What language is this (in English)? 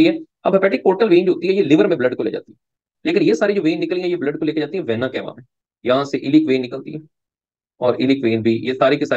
Hindi